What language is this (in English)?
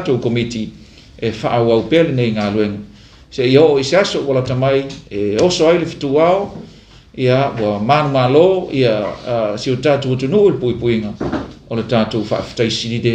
Samoan